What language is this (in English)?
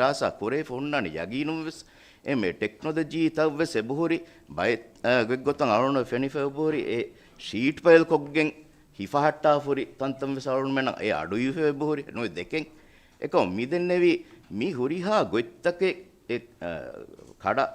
Divehi